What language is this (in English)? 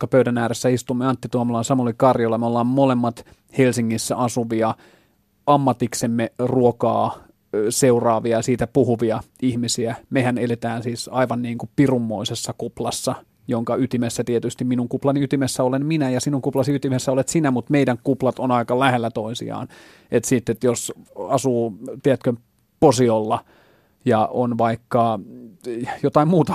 Finnish